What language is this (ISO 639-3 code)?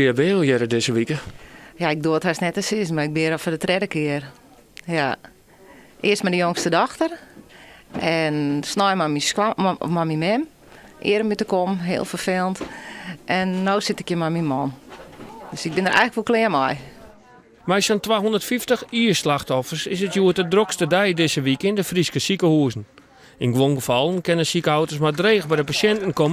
fry